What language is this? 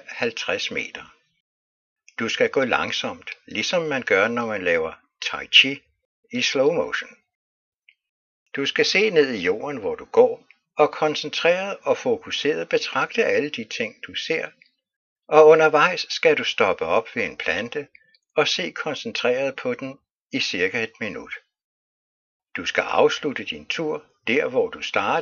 Danish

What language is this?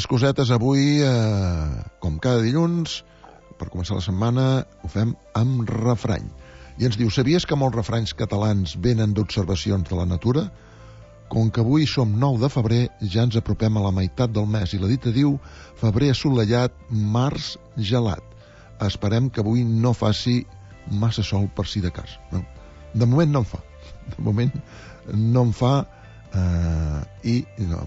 Catalan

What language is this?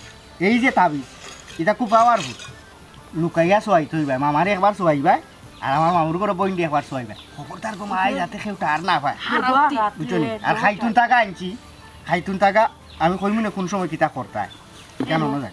Sylheti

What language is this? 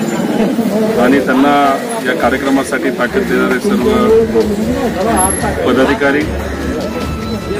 Marathi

